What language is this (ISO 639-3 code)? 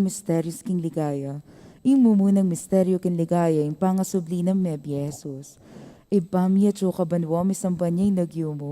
pam